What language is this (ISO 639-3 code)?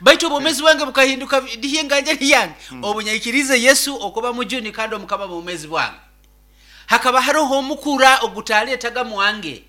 nyo